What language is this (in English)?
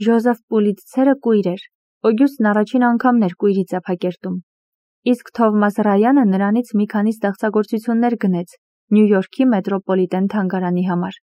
Armenian